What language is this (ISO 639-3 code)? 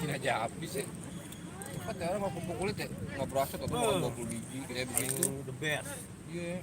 bew